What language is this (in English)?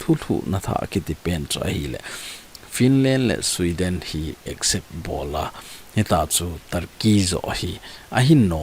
Thado Chin